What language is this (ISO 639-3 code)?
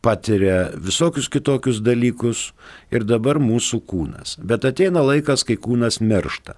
lit